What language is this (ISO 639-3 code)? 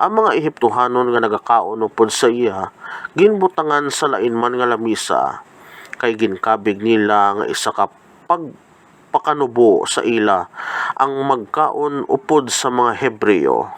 hil